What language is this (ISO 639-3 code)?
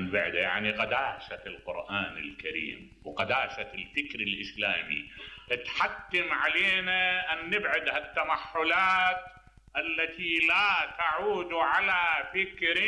acm